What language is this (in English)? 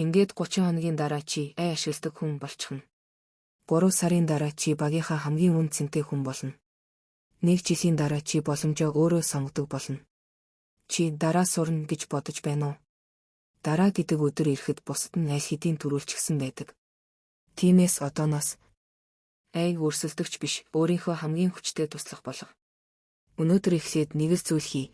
Mongolian